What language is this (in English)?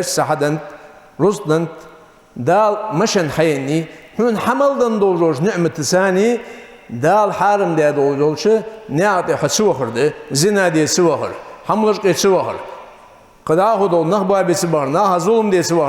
Ingush